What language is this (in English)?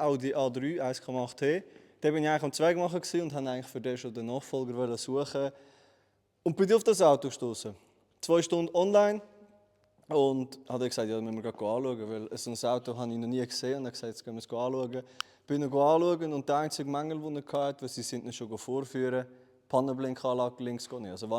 Swiss German